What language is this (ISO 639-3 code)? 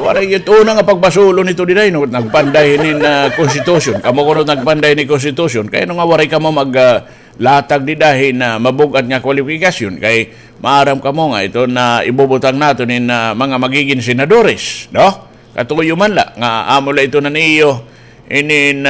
war